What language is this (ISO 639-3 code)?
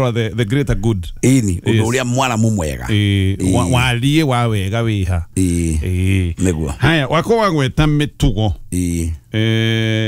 kik